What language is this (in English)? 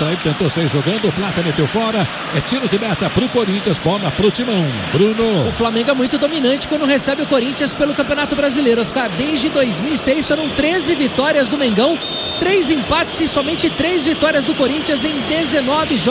Portuguese